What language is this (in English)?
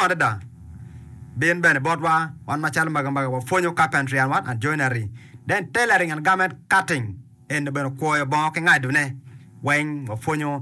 Acoli